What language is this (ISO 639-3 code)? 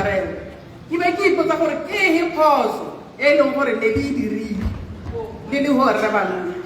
tsn